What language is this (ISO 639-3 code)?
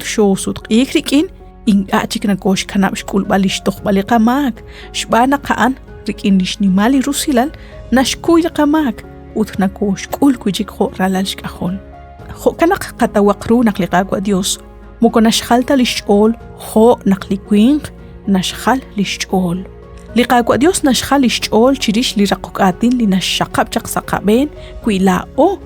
kek